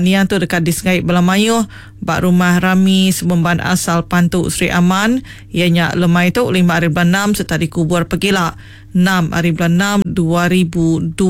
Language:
Iban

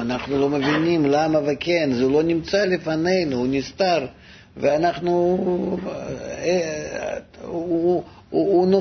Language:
Hebrew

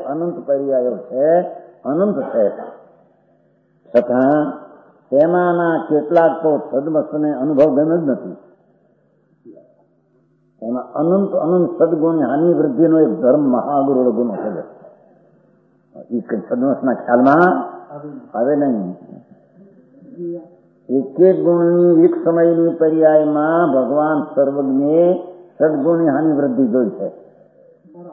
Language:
Gujarati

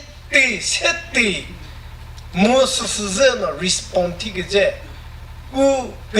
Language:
Chokri Naga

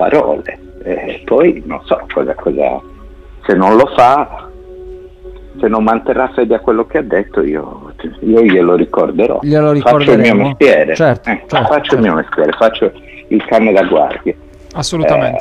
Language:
Italian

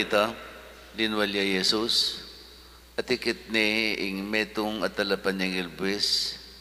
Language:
Pampanga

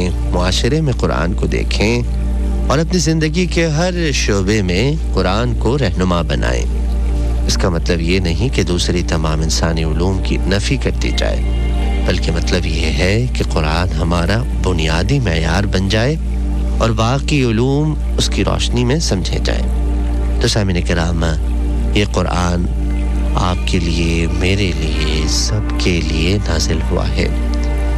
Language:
Urdu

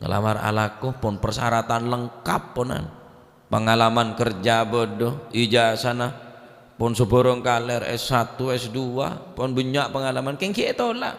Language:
Madurese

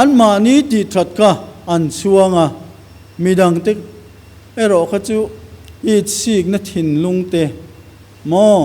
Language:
Mizo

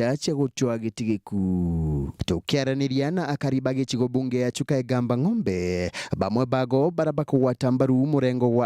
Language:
Meru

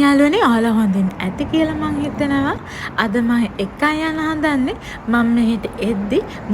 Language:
Sinhala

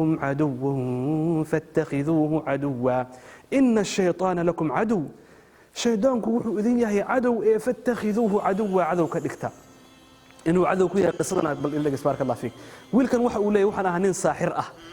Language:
Somali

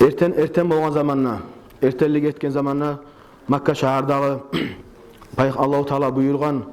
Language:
Kumyk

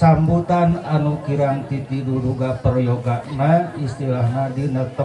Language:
Sundanese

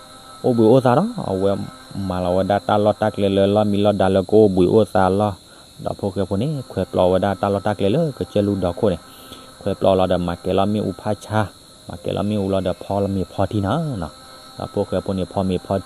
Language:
S'gaw Karen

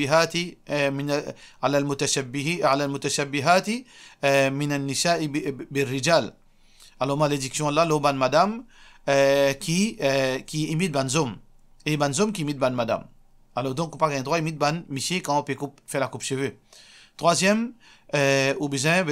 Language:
Morisyen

